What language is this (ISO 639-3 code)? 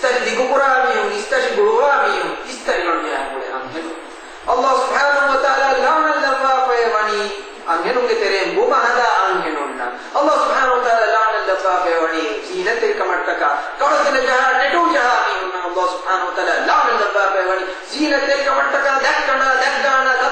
div